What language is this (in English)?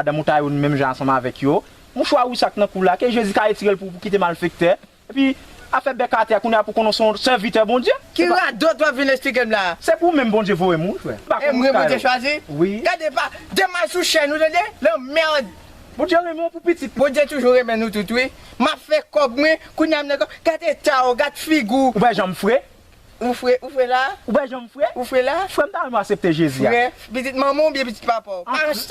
Haitian Creole